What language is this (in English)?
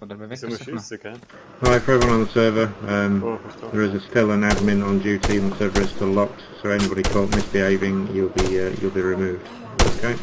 Swiss German